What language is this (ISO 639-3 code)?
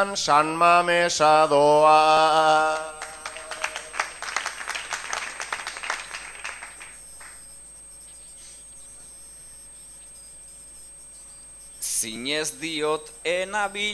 eus